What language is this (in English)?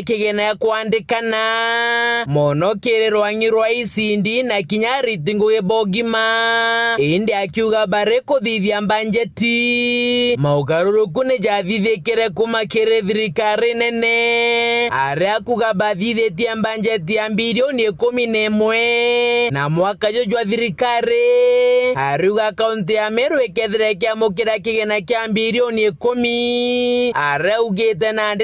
Meru